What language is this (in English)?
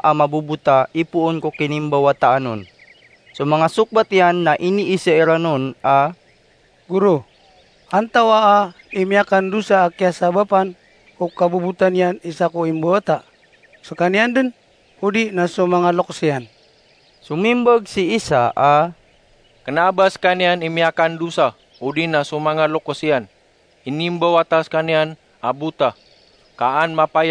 Maranao